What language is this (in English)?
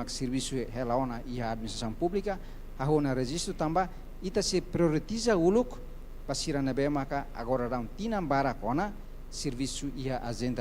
Tetum